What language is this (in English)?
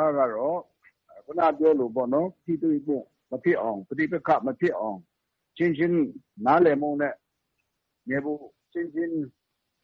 Burmese